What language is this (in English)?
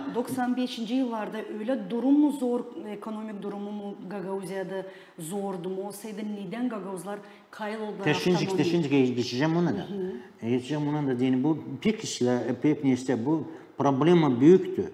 Gagauz